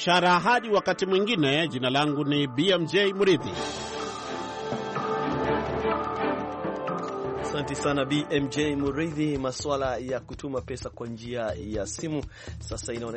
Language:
Swahili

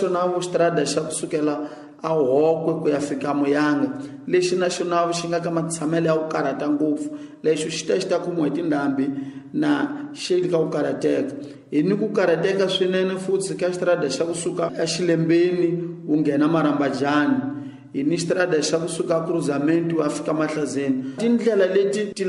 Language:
Tsonga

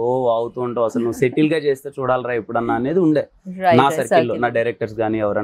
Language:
Telugu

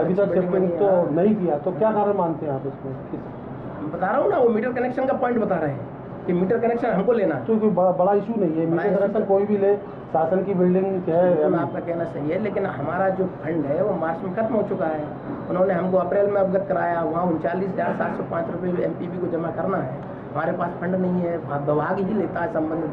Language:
Hindi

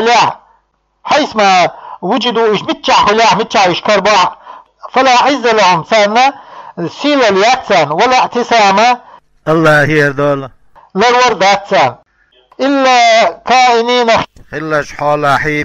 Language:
Chechen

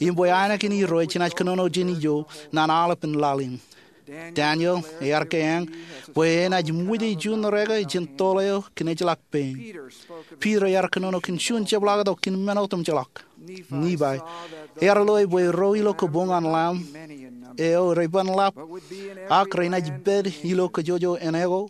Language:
Marshallese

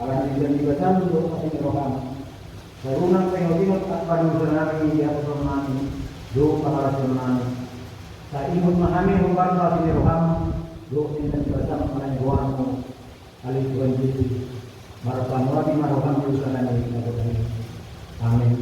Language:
Batak Toba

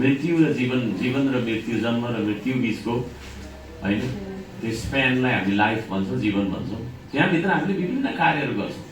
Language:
Nepali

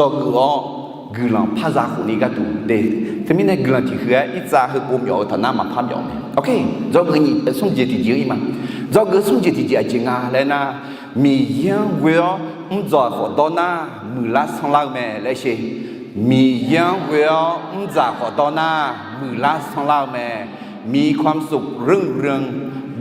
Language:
Akha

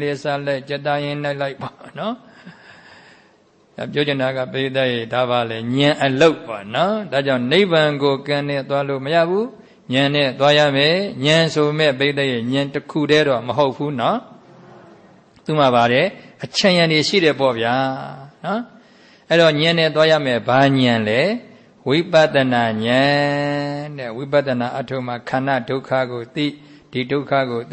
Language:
Burmese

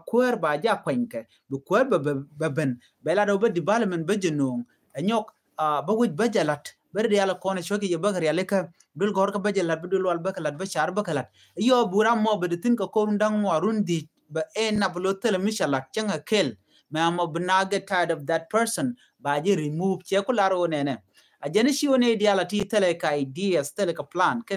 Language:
Nuer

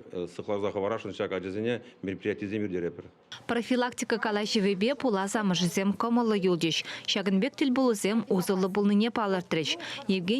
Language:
Chuvash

